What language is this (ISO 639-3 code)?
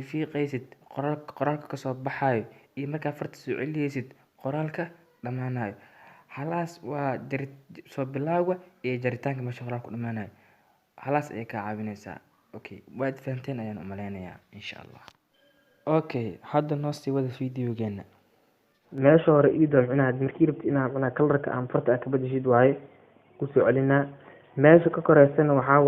som